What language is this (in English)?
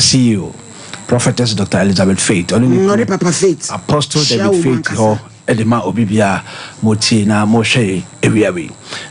Akan